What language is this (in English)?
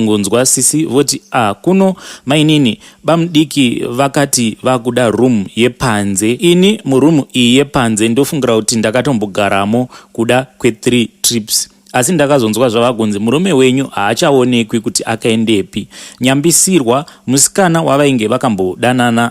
Shona